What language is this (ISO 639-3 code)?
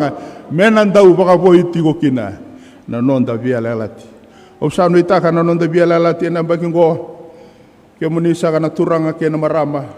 fij